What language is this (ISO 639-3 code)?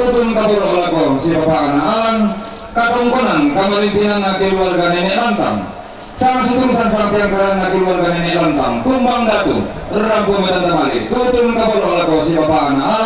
sda